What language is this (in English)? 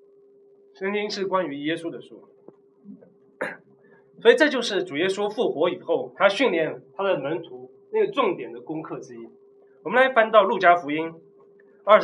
Chinese